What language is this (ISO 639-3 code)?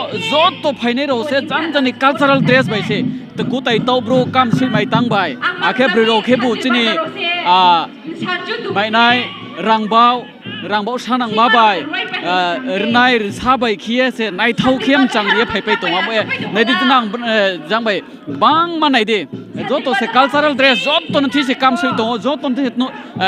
ria